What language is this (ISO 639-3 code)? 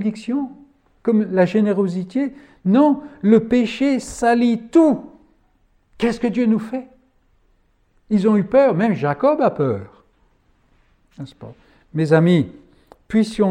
fra